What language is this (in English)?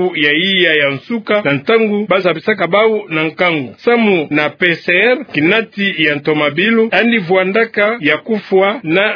Kituba (Democratic Republic of Congo)